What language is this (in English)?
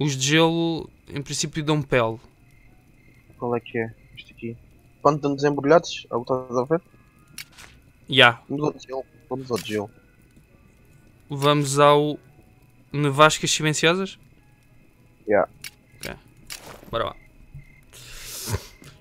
Portuguese